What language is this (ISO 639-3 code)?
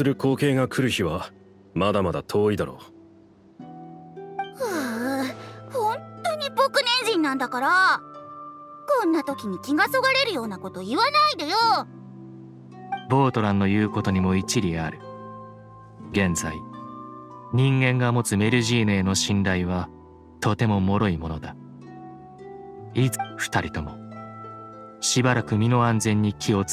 jpn